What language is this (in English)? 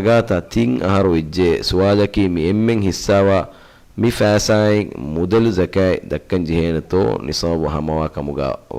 Divehi